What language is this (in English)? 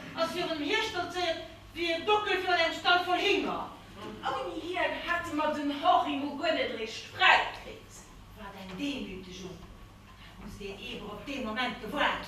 Luxembourgish